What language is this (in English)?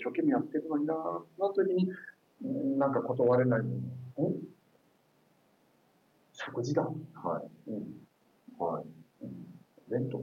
Japanese